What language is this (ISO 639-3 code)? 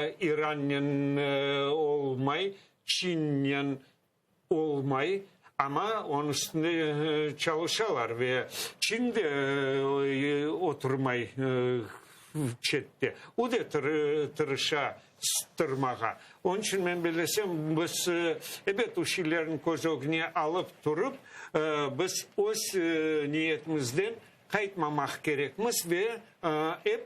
crh